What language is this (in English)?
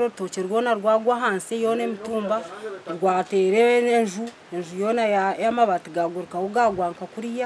Nyankole